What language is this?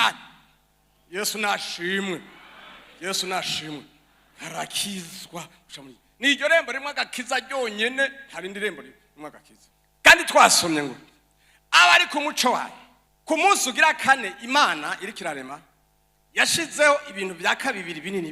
Rundi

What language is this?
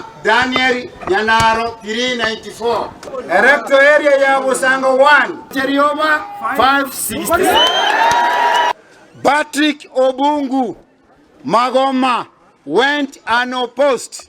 Gusii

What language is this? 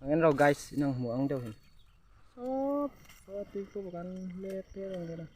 Hmar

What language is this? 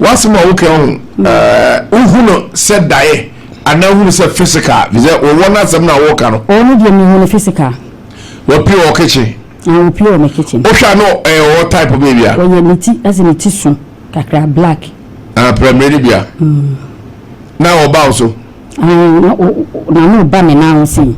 Akan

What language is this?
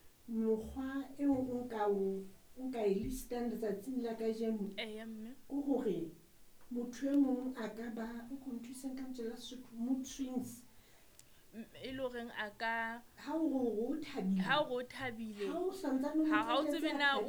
Southern Sotho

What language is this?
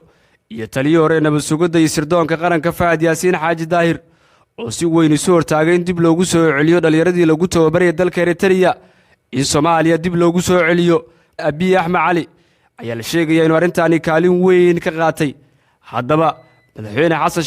Somali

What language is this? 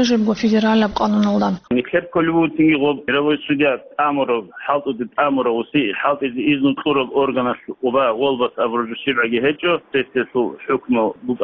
Avaric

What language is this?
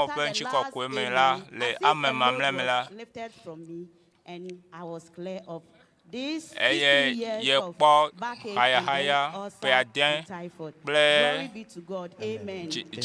Ewe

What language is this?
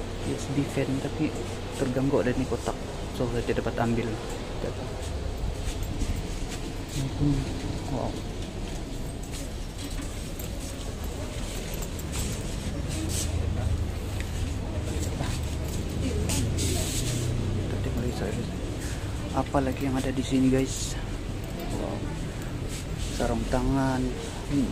Malay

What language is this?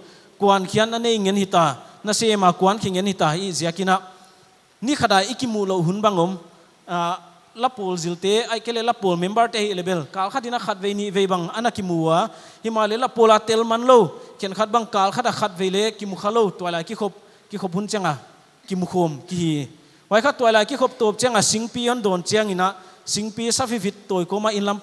Paite Chin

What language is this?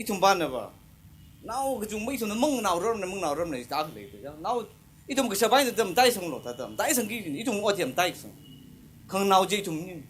Tangkhul Naga (India)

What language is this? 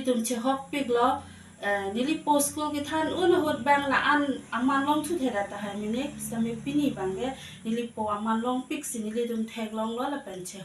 Karbi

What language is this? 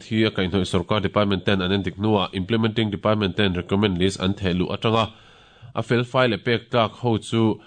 Mizo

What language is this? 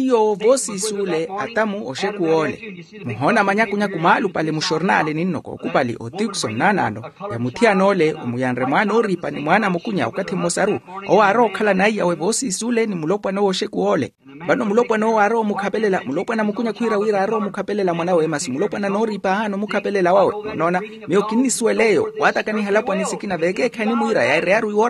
Makhuwa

